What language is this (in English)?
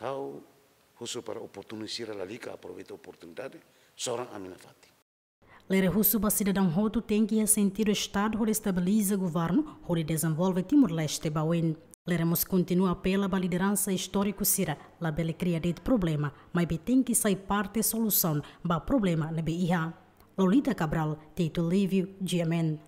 Tetum